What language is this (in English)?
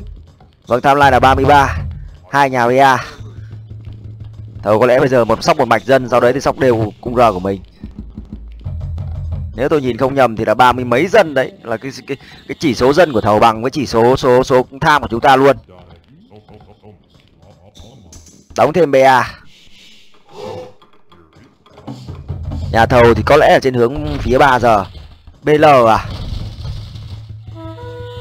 Vietnamese